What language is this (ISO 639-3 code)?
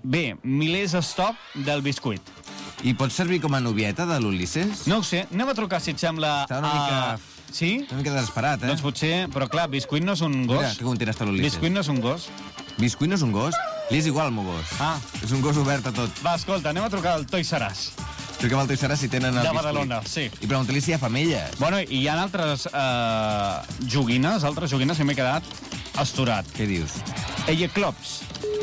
cat